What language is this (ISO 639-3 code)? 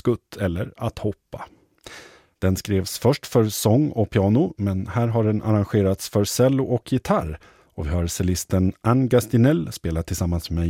swe